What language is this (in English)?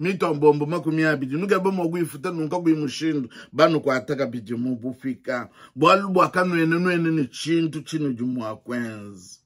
Luba-Lulua